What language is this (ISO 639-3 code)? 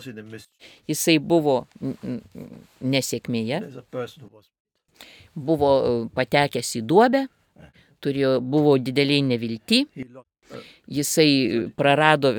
lit